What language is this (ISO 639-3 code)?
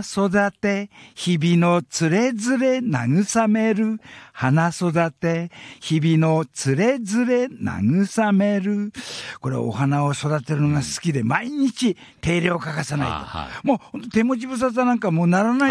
jpn